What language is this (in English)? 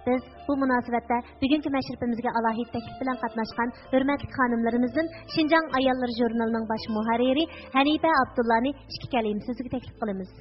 Uyghur